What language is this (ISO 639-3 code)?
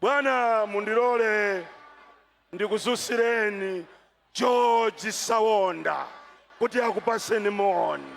nya